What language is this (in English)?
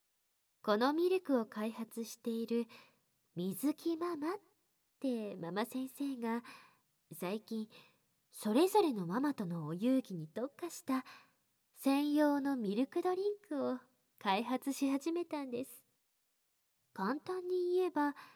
Japanese